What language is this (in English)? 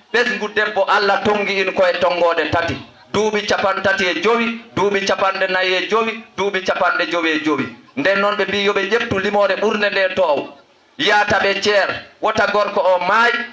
Fula